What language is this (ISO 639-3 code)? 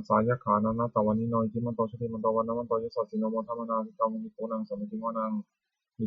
pli